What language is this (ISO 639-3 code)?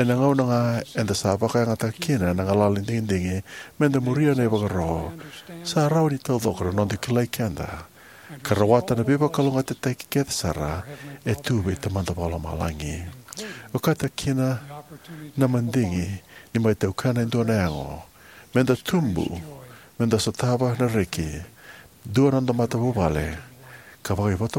fij